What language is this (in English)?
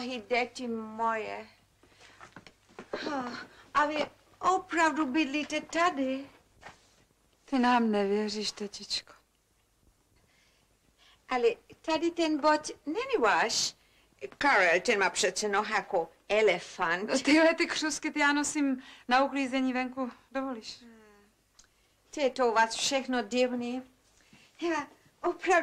Czech